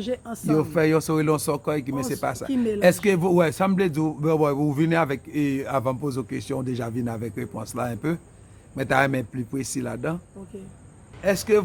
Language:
Haitian Creole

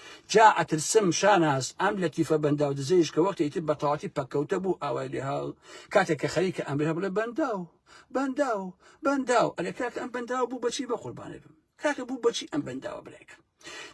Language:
Central Kurdish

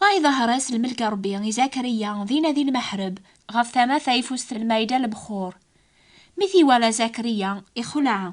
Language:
Kabyle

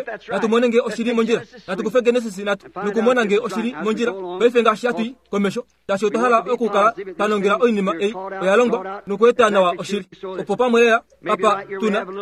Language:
Kuanyama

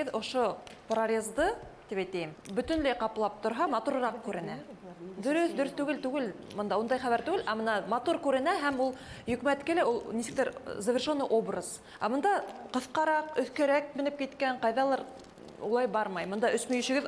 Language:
Bashkir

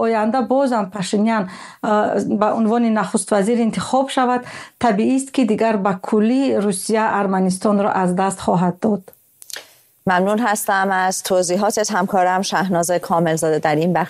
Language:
Persian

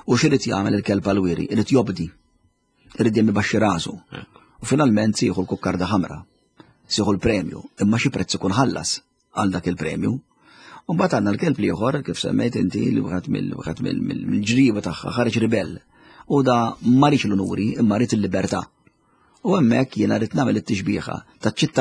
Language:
Maltese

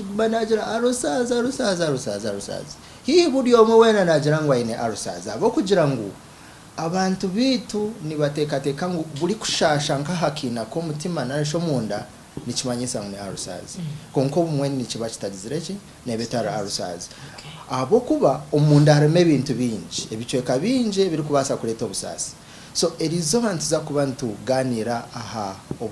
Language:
Nyankole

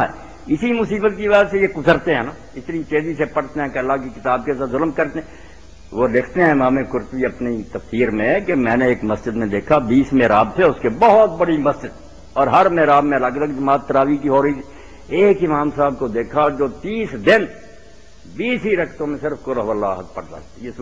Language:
Urdu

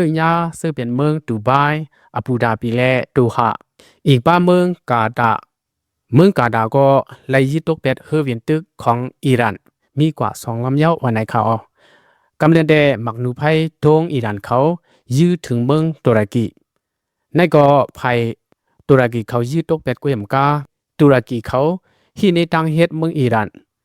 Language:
Lao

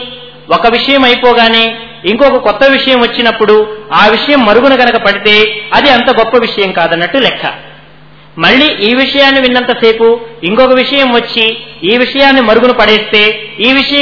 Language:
Telugu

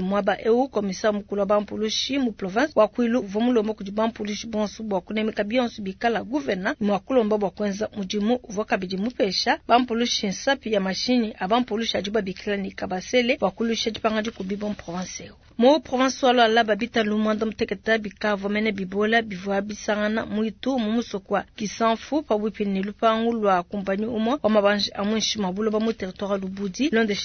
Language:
Luba-Lulua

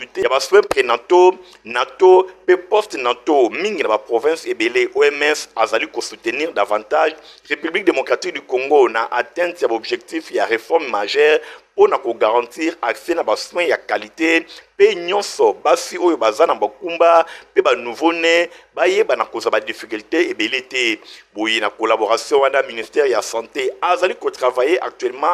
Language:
Lingala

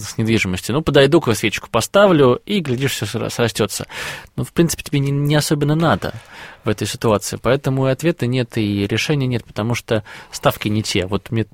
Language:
Russian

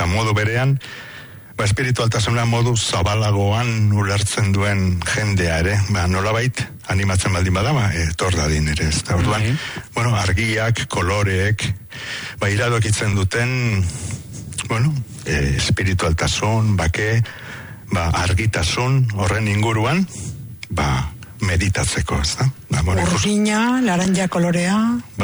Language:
Basque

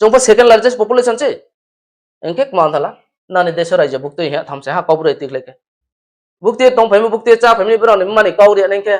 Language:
Riang (India)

